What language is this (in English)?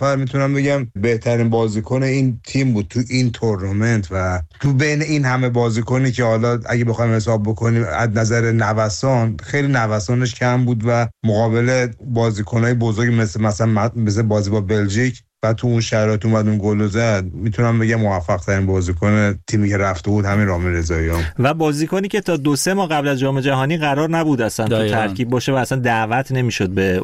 Persian